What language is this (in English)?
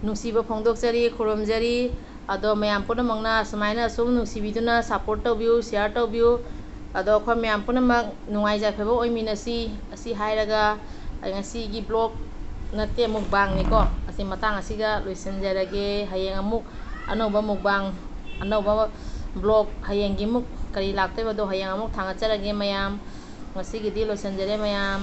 Manipuri